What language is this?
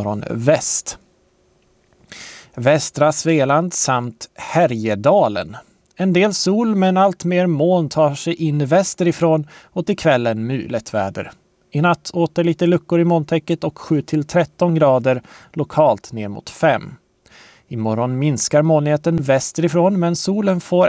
Swedish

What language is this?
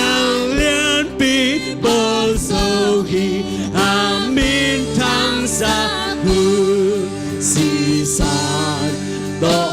Tedim Chin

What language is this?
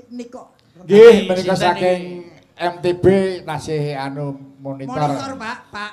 Javanese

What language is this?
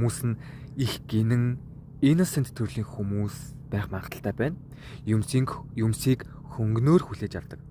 Mongolian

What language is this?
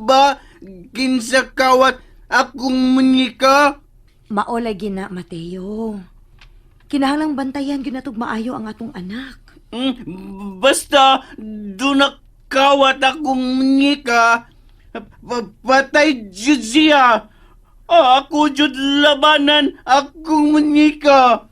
Cebuano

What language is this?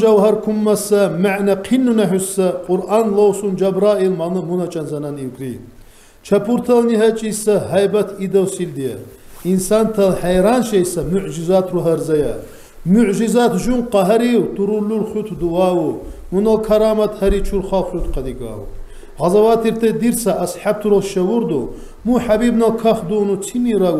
Lak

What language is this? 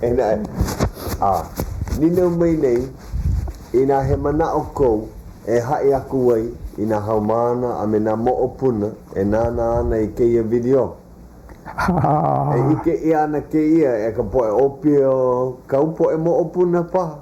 Hawaiian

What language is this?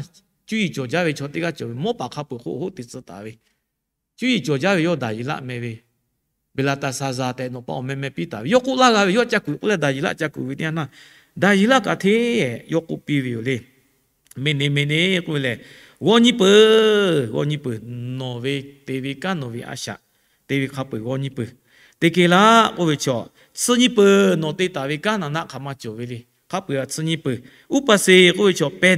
Lahu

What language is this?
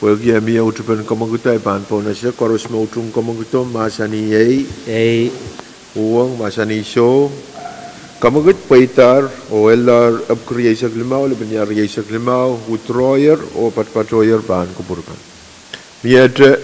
Pohnpeian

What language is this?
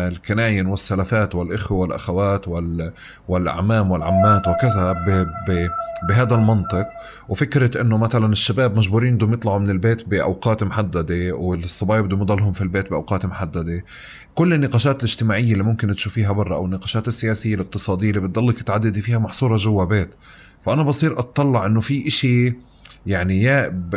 North Levantine Arabic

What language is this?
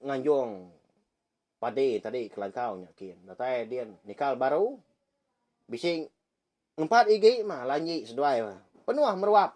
Iban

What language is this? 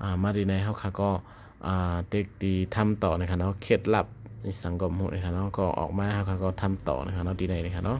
Shan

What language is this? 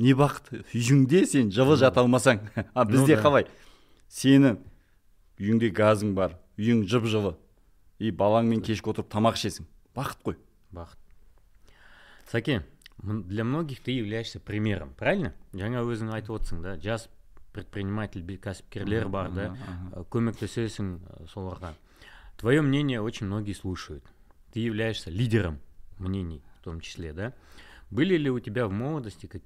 Kazakh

